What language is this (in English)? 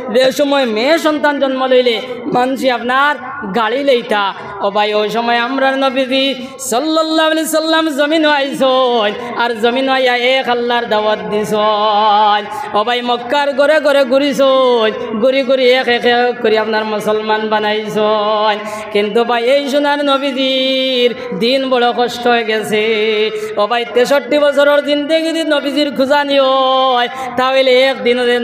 Sylheti